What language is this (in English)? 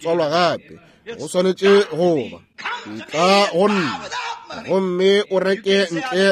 Northern Sotho